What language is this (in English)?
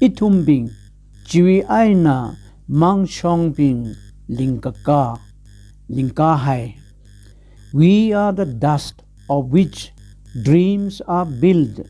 Tangkhul Naga (India)